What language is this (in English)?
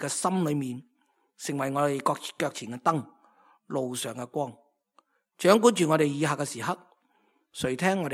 Cantonese